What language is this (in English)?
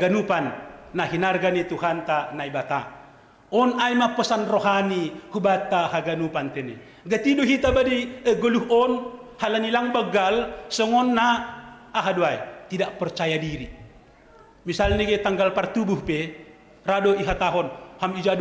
Batak Simalungun